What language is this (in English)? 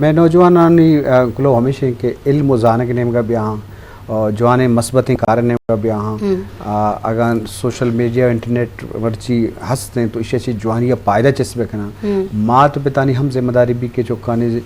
Eastern Balochi